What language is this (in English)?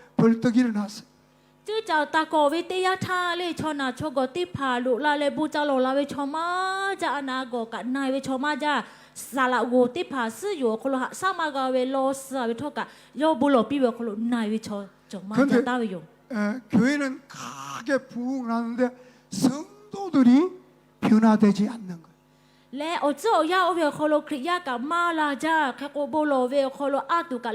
Lahu